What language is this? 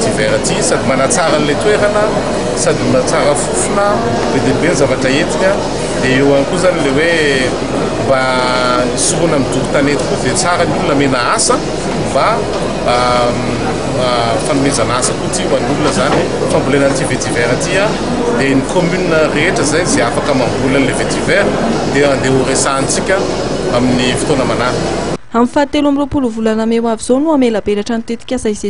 Malagasy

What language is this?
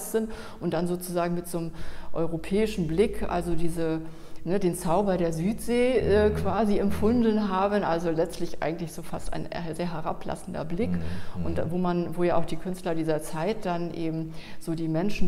German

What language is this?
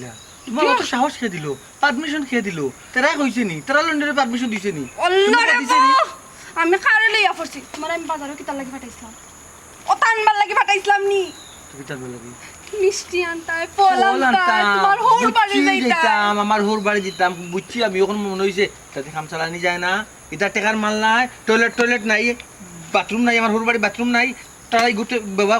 Sylheti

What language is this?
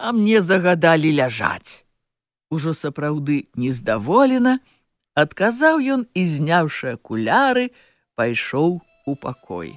Belarusian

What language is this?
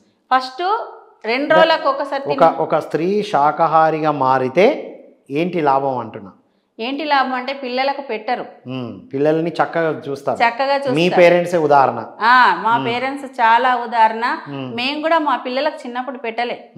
Telugu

